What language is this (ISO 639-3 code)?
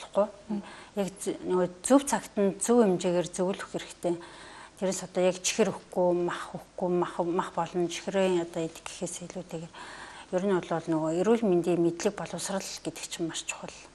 mon